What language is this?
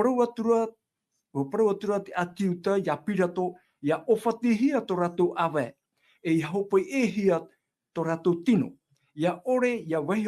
Tahitian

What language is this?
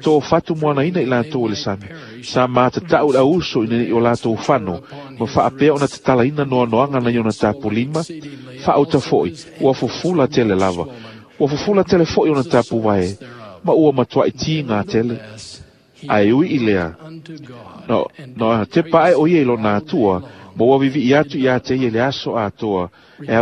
Samoan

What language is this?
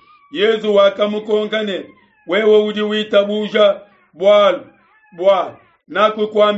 Luba-Lulua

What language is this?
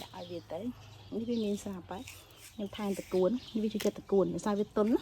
Khmer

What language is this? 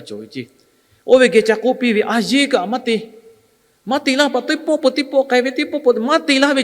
Lahu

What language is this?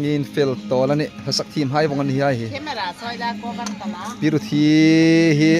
Hmar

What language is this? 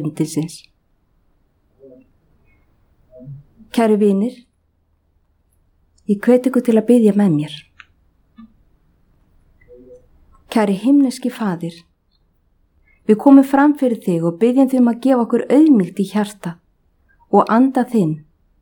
Icelandic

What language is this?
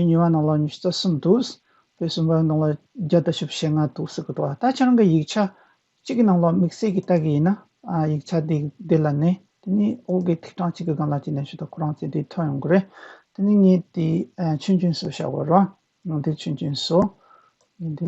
Tibetan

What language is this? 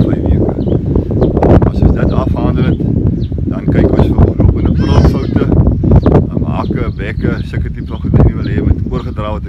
Afrikaans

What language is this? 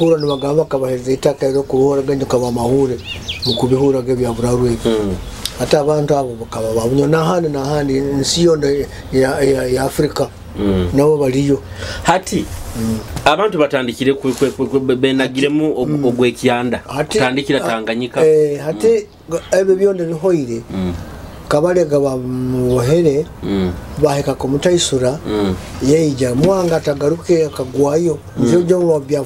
Nyoro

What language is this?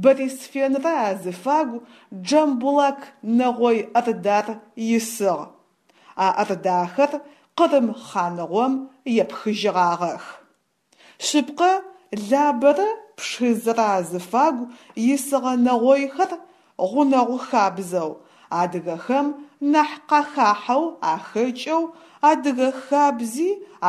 Adyghe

